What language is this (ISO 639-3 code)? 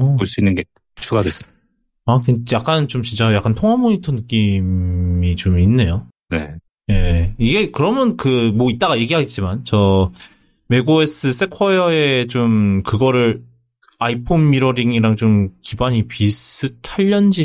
kor